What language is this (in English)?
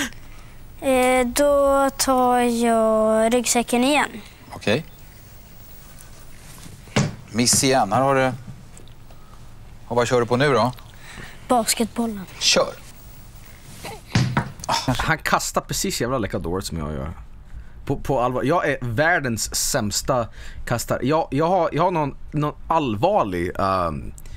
Swedish